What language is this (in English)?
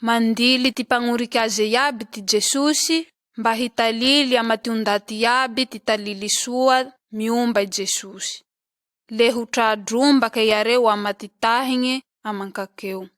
Malagasy